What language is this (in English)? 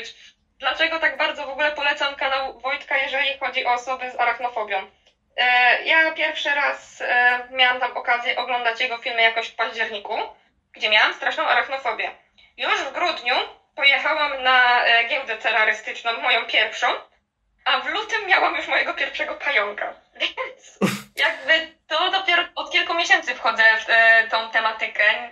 Polish